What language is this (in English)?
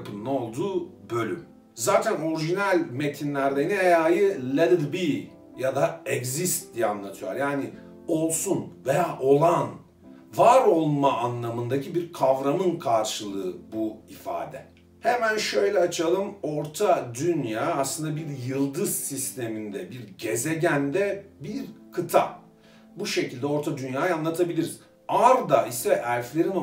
Turkish